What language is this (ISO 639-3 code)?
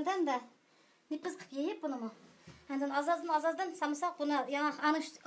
uig